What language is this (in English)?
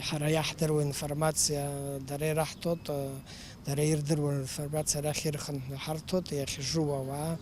Abkhazian